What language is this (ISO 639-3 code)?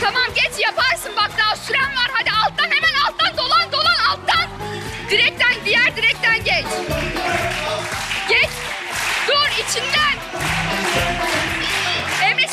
tur